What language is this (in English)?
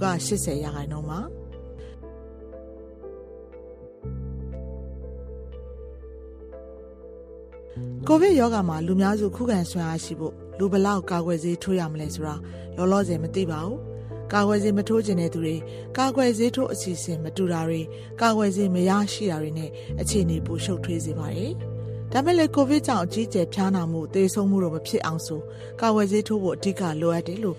Burmese